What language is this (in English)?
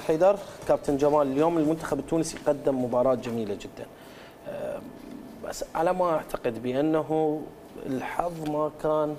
Mesopotamian Arabic